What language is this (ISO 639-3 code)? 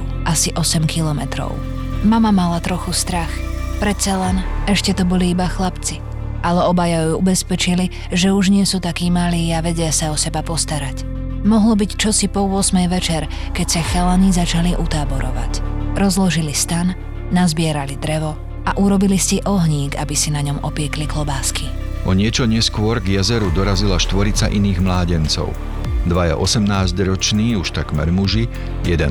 slk